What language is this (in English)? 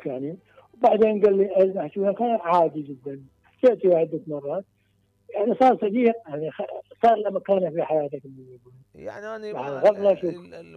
Mesopotamian Arabic